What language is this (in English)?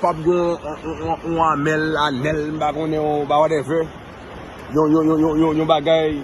Haitian Creole